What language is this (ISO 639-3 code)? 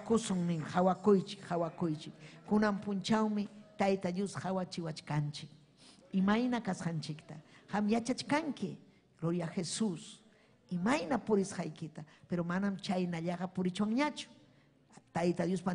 quy